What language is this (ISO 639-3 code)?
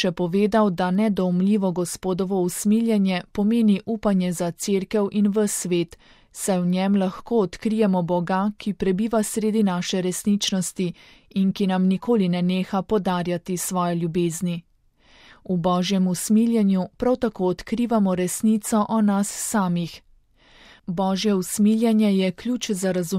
slv